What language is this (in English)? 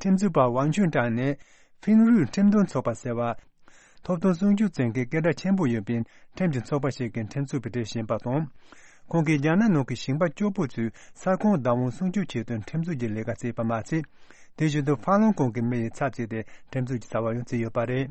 Tibetan